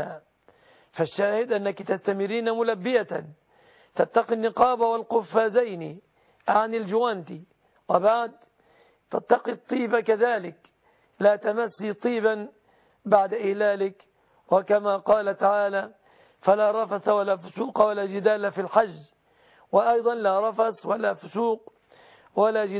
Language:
Arabic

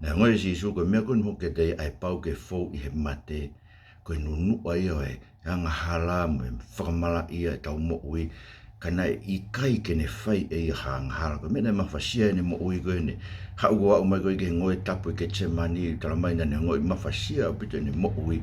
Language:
Tongan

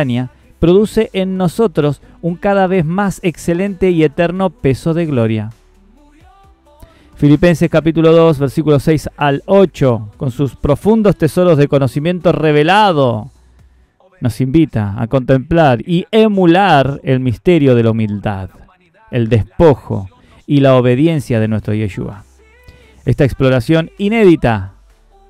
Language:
Spanish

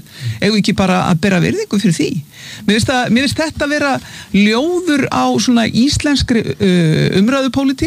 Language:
Icelandic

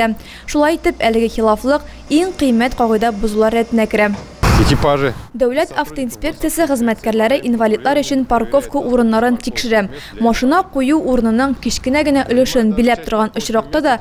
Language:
Tatar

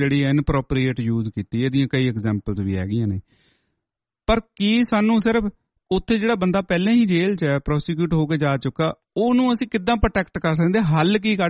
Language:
Punjabi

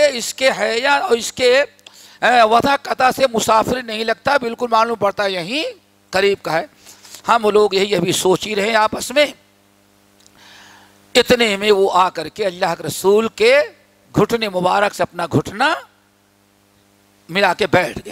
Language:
Urdu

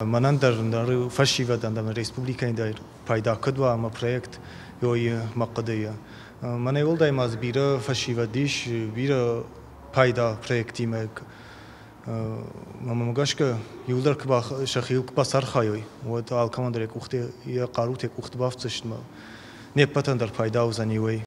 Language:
Ossetic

